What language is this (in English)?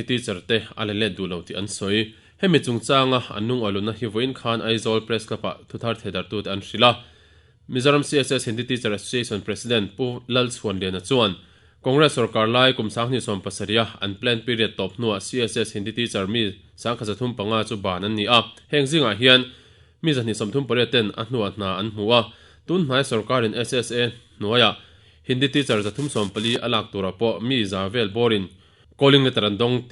Mizo